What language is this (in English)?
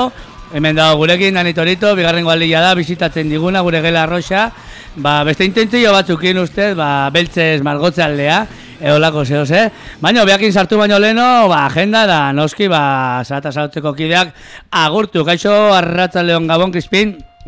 Basque